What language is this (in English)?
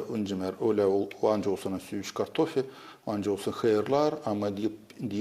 Gagauz